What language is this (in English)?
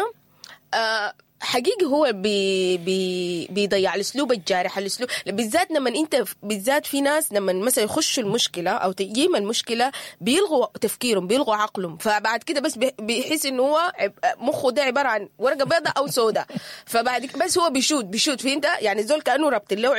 Sudanese Arabic